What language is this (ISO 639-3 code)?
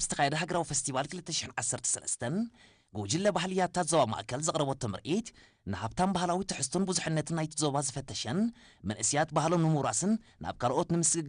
tir